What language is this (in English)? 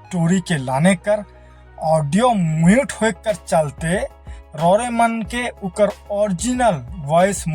Sadri